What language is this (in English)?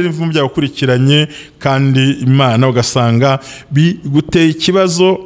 Kinyarwanda